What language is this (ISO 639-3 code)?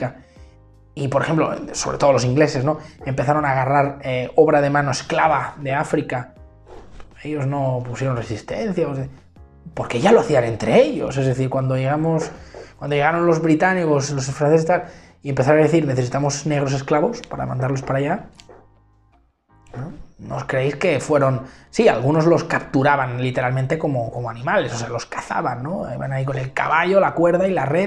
spa